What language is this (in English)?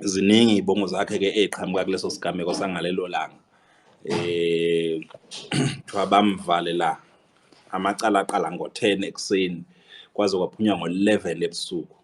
Zulu